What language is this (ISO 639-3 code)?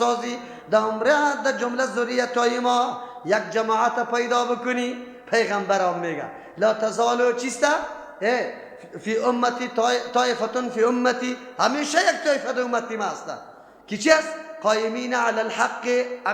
fas